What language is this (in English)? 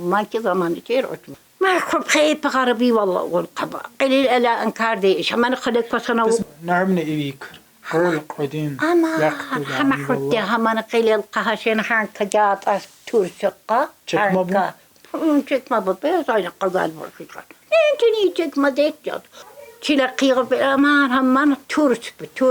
Tsakhur